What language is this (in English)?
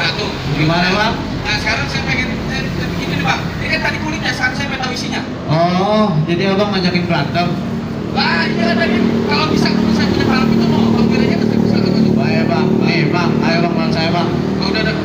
Betawi